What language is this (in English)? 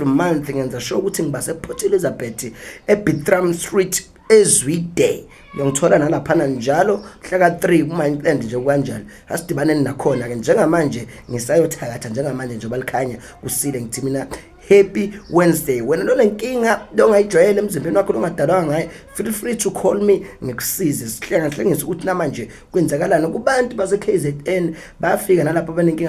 Zulu